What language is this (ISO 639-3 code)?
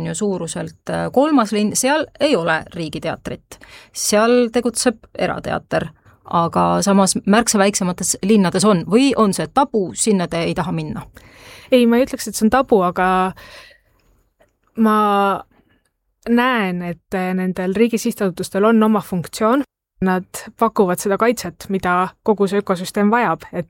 est